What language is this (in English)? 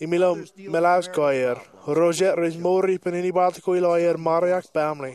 Marshallese